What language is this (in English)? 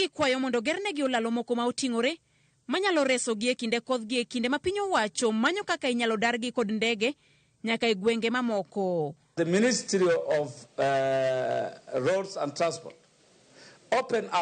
Luo (Kenya and Tanzania)